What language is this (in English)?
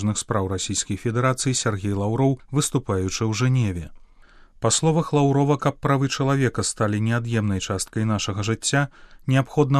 Belarusian